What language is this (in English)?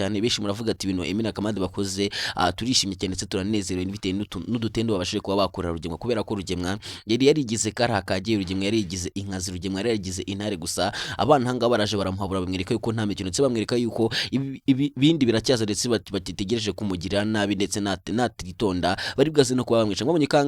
Kinyarwanda